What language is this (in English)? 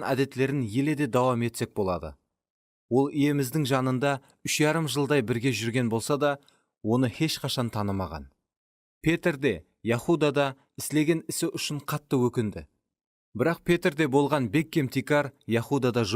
Kara-Kalpak